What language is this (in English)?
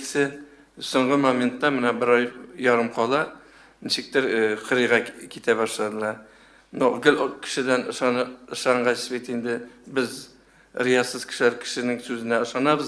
Tatar